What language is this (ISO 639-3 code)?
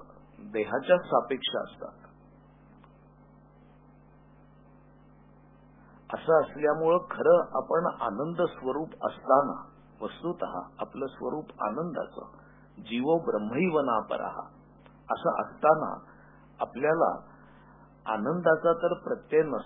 mar